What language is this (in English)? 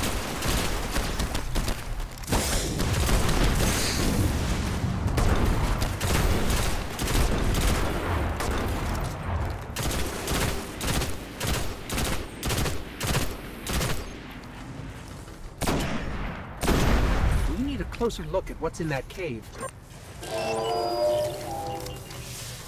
English